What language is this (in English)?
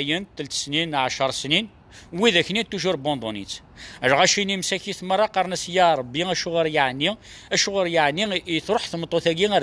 Kabyle